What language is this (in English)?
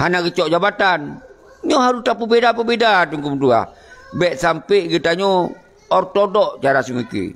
Achinese